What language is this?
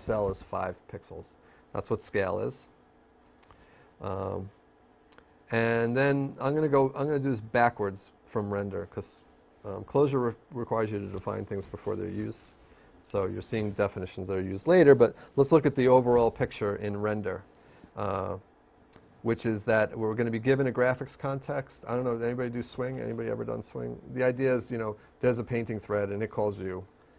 English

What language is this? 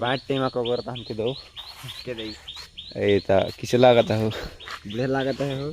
Chhattisgarhi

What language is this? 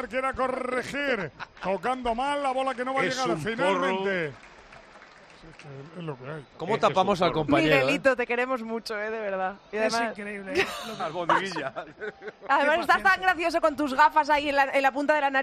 Spanish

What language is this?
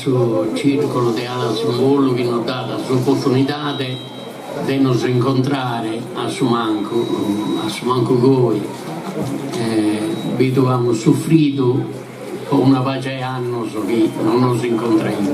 Sardinian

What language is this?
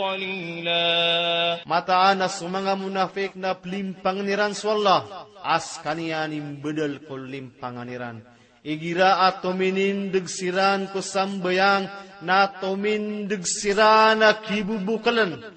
Maranao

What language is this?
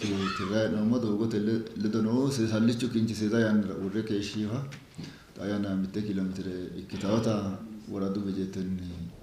Sidamo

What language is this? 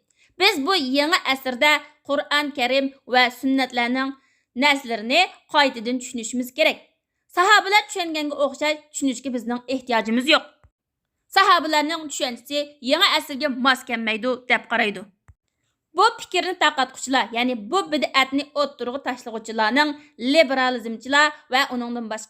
Uyghur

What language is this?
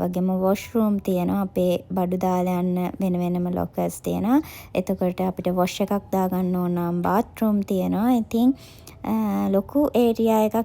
Sinhala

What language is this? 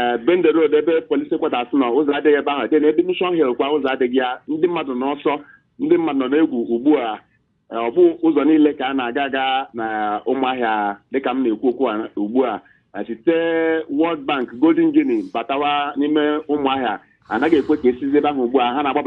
Igbo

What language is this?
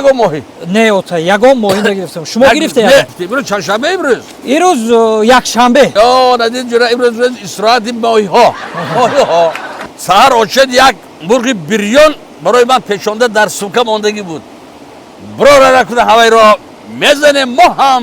Tajik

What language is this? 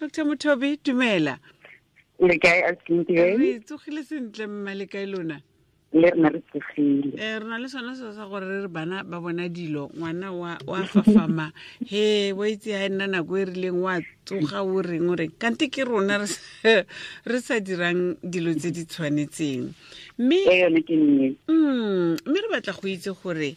Tswana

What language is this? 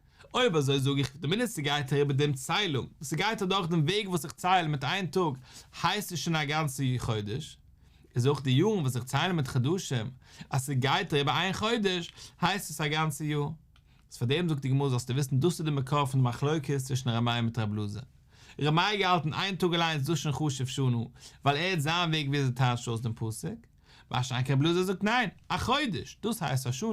Yiddish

